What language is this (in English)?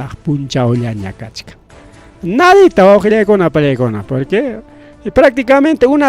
Ayacucho Quechua